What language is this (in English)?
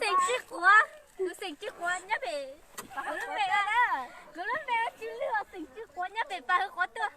Hmong